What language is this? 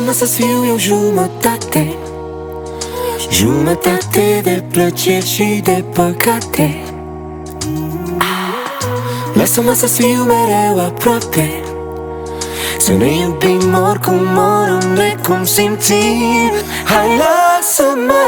Romanian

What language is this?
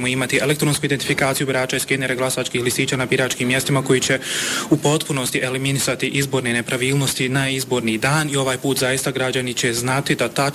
Bosnian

